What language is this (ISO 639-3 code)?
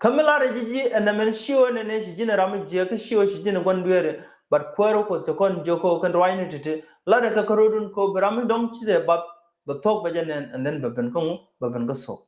nus